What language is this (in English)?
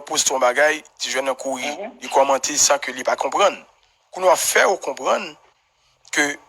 Haitian Creole